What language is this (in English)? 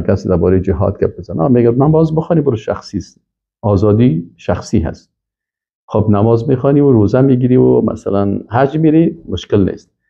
Persian